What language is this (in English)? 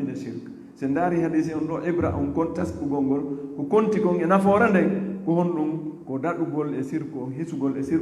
Fula